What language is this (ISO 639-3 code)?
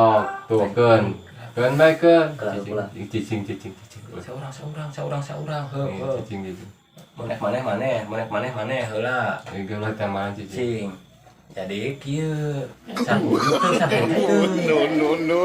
sun